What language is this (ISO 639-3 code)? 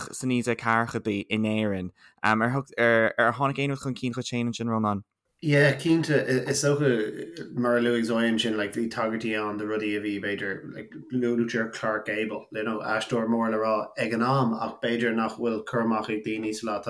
gle